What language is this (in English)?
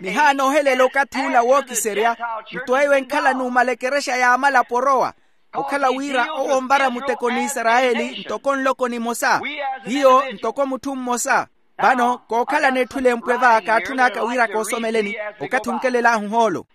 Makhuwa